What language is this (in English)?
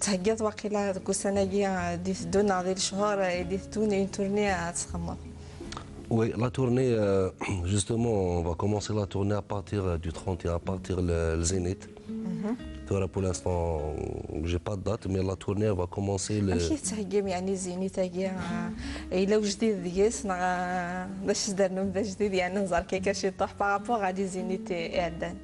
Kabyle